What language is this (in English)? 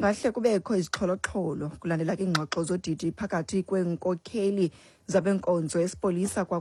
Xhosa